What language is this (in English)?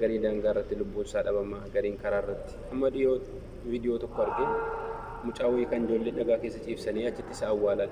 Oromo